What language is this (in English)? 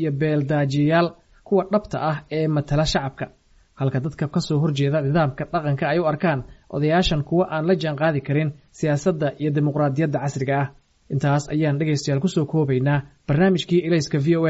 Somali